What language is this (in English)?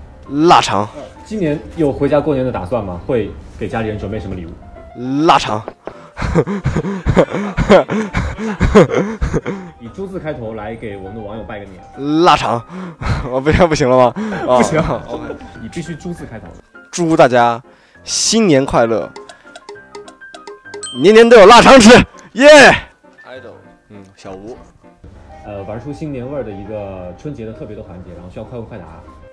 Chinese